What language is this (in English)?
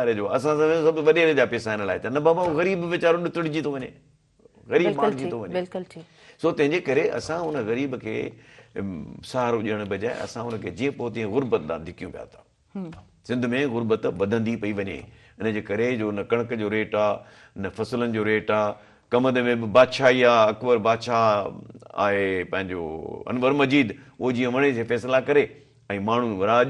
Sindhi